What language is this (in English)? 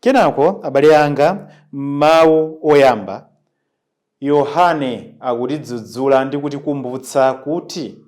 Nyanja